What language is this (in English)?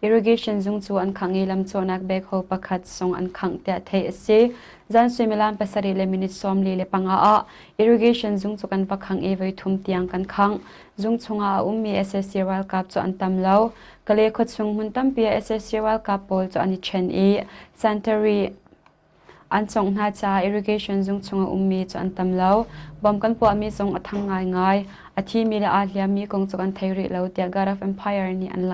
Hakha Chin